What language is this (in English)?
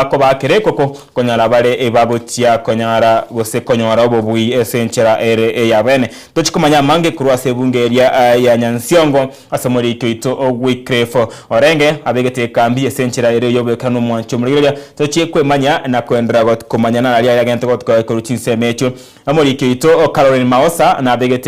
Gusii